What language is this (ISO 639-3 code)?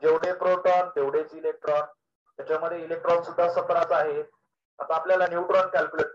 mar